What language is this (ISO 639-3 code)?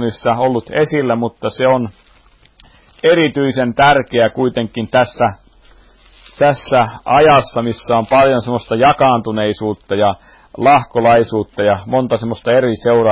fin